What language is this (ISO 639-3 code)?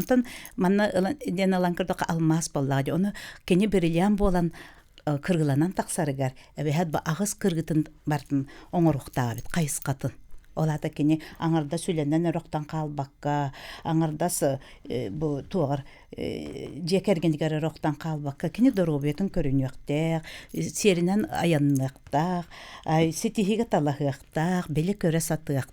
sah